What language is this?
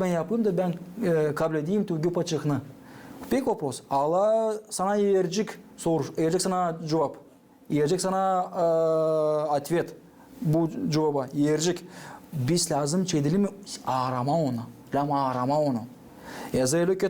Gagauz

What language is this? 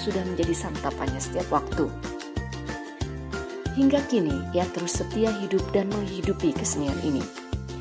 Indonesian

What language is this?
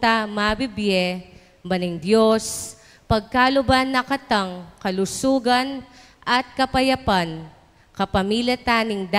Pampanga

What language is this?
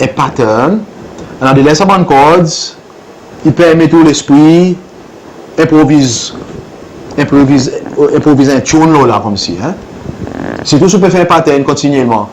Seselwa Creole French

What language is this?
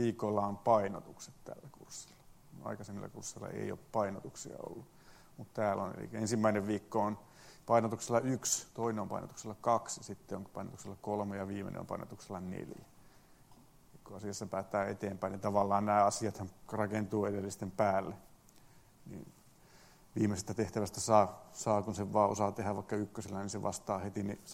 Finnish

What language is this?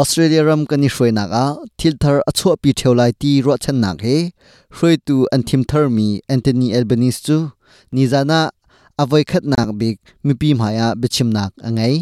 Hakha Chin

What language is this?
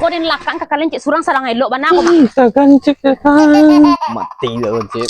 Minangkabau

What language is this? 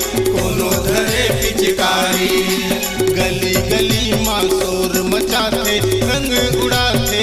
Chhattisgarhi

